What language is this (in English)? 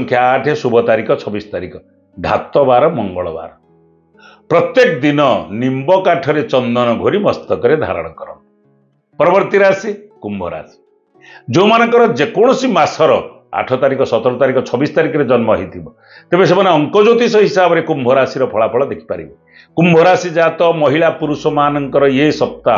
Odia